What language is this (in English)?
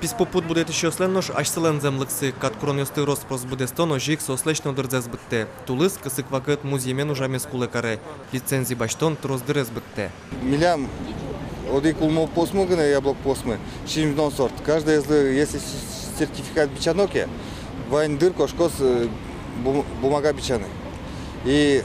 Udmurt